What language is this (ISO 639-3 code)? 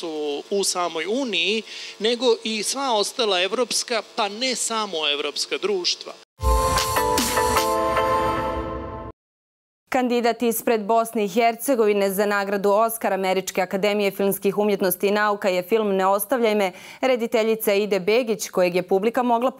bos